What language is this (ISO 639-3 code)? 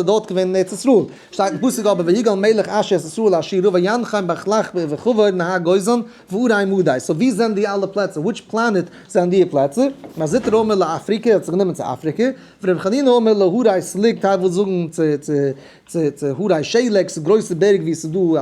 yid